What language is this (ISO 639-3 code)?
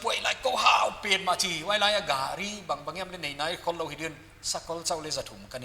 pck